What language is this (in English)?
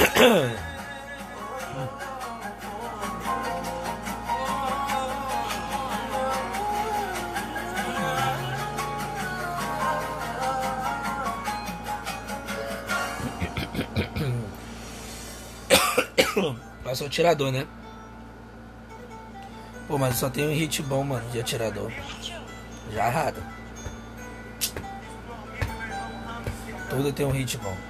Portuguese